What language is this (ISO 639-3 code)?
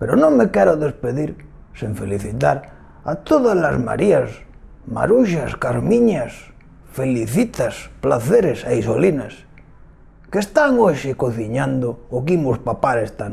glg